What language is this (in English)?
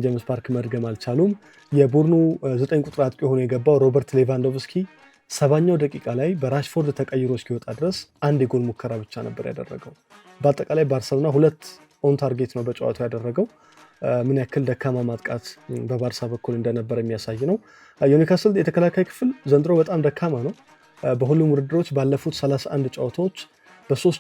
Amharic